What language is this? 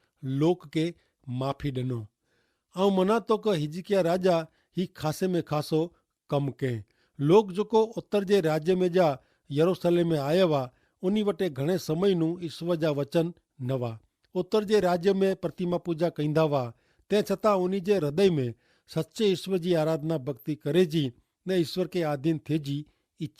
Kachhi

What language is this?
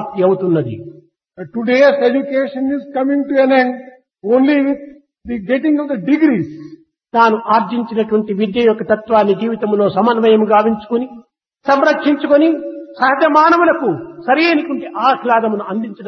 Telugu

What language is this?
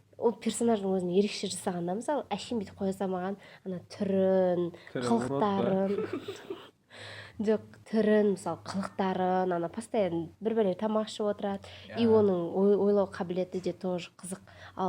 Kazakh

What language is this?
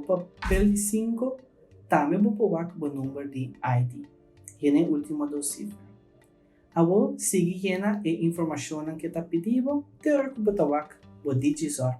Papiamento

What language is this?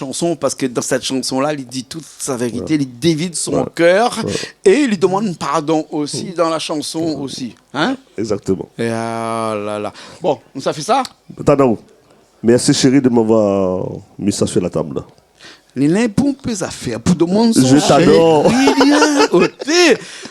Réunion Creole French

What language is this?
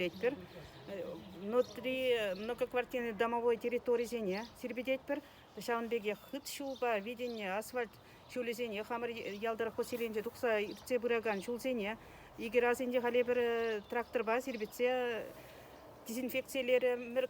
Chuvash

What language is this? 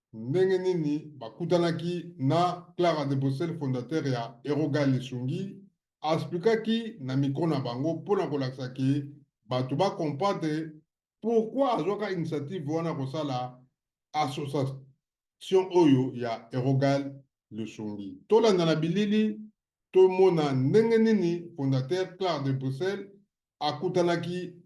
Lingala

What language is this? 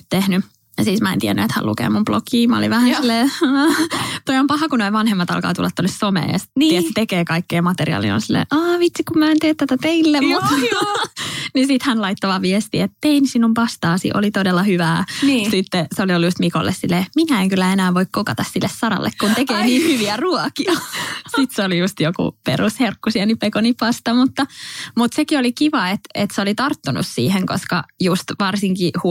Finnish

